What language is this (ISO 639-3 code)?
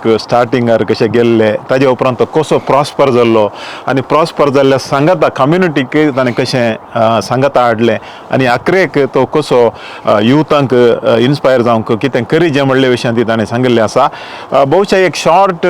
kok